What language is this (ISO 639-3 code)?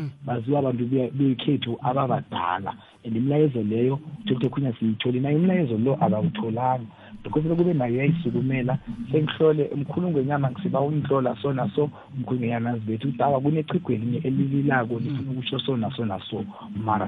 nbl